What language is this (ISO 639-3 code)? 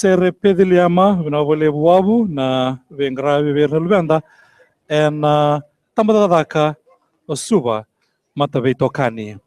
fij